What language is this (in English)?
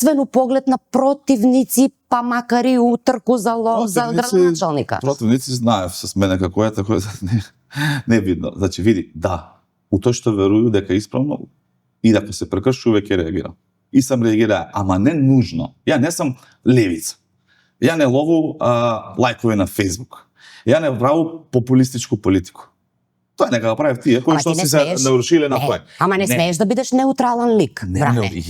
Macedonian